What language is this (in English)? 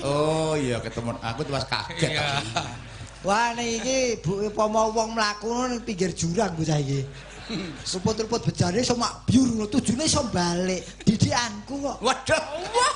Javanese